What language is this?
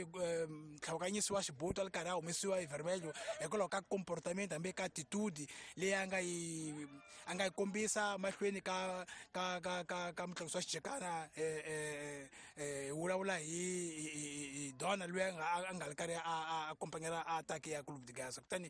Tsonga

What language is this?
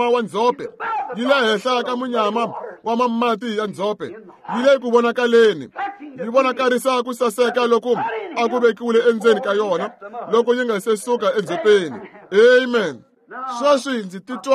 Tsonga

